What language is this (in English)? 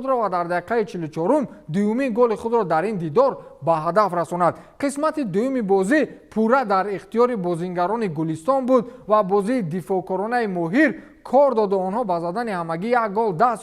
Tajik